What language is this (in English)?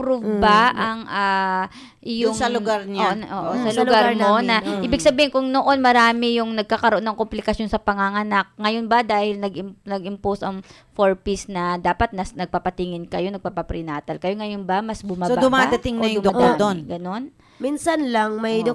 Filipino